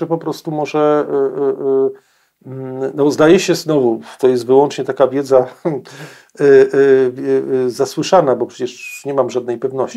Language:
Polish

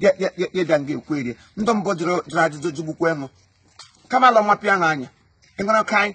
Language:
Igbo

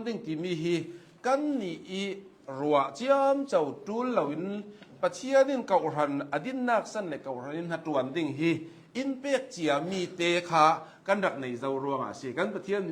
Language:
Hakha Chin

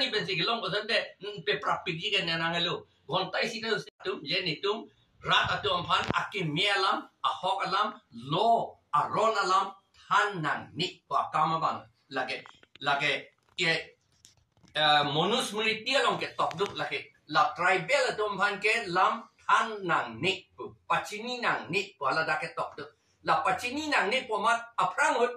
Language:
Karbi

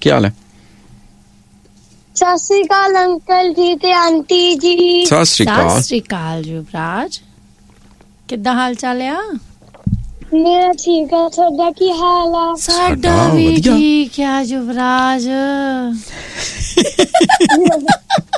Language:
Punjabi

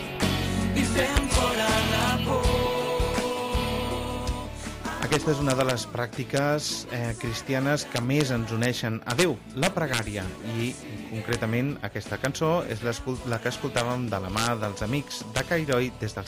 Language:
Catalan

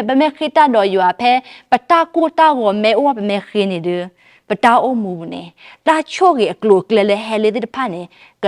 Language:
S'gaw Karen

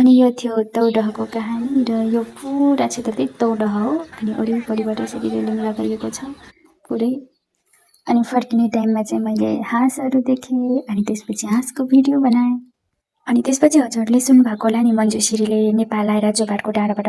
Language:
Nepali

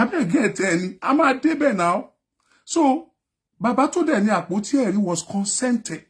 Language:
Yoruba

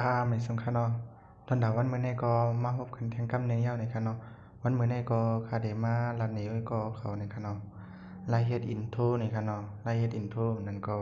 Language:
Shan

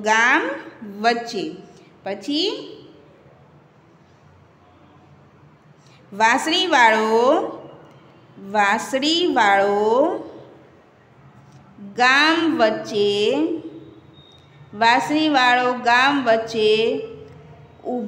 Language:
Gujarati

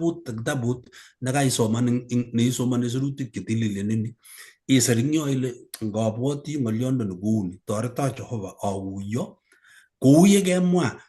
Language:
Kalenjin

